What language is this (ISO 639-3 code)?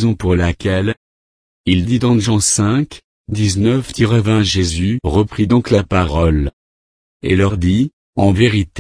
fra